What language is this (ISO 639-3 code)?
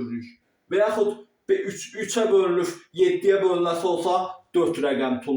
aze